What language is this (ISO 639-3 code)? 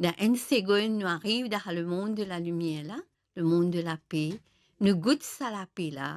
mfe